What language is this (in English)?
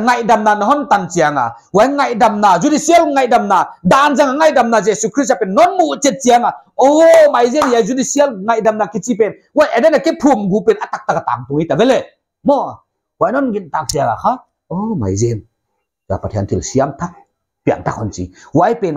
Paite Chin